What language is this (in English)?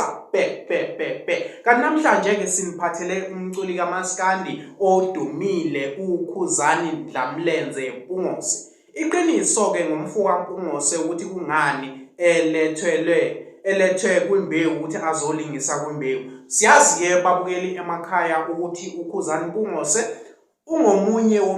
Zulu